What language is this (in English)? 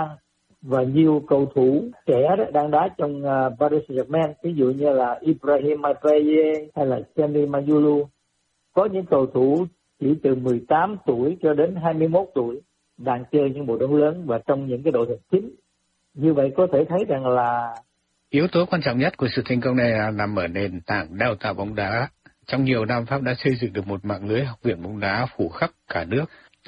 Vietnamese